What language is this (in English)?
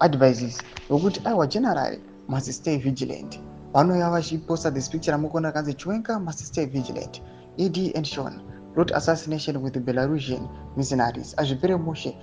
Shona